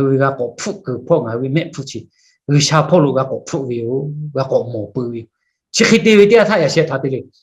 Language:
Lahu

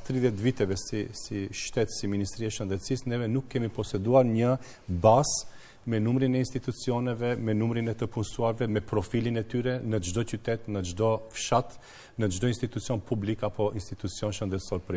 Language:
Albanian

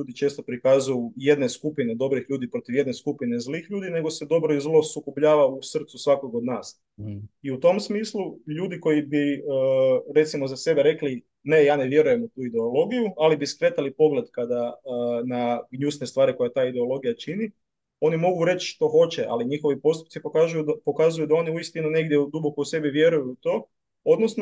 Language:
Croatian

